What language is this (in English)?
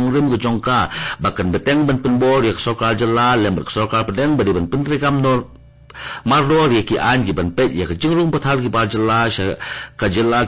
Khasi